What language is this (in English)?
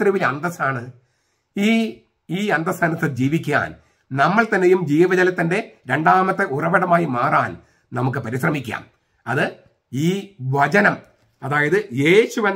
Malayalam